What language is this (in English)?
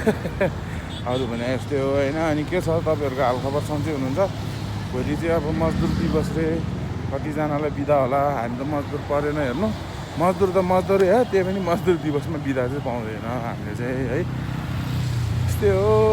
Nepali